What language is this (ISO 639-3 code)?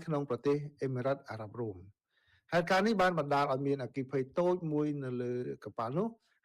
khm